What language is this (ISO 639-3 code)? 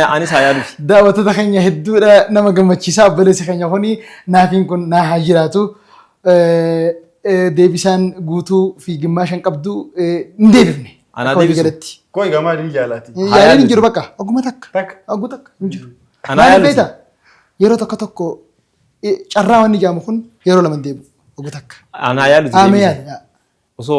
orm